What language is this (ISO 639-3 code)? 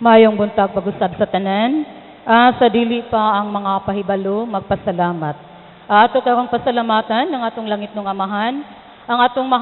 ceb